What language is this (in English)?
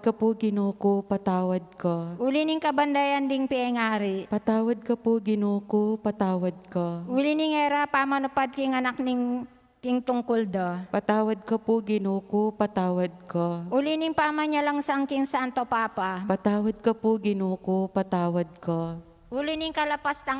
Pampanga